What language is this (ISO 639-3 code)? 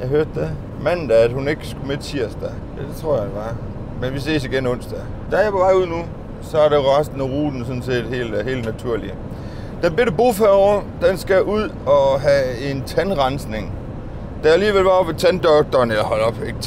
dan